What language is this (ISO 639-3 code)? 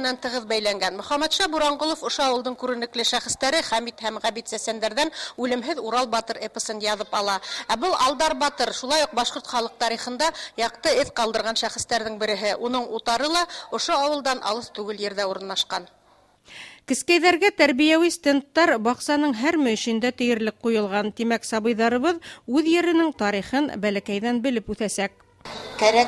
bak